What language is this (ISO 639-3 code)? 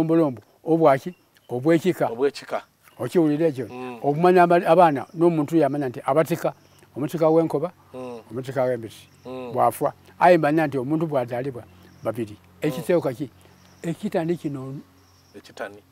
xog